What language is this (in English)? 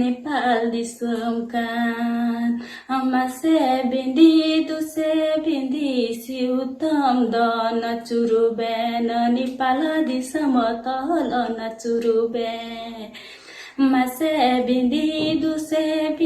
Santali